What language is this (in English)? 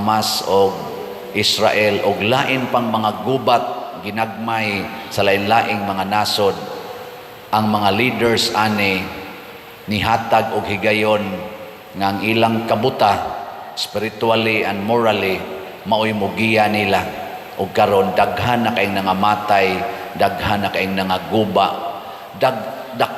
Cebuano